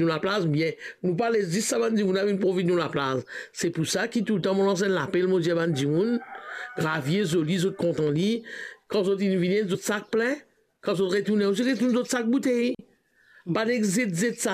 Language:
Morisyen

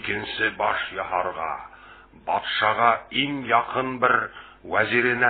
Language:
Bashkir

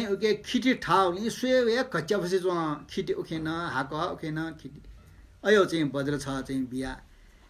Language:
Newari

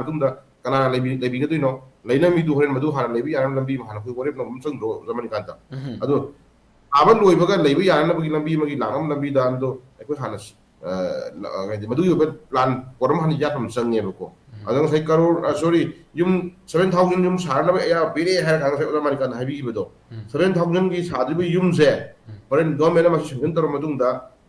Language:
Manipuri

